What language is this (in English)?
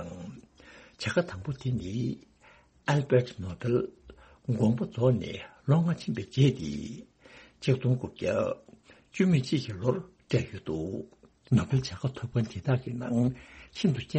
Tibetan